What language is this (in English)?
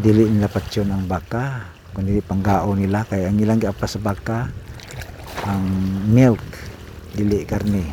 Cebuano